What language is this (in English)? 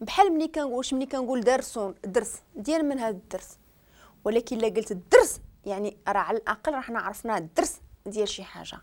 Moroccan Arabic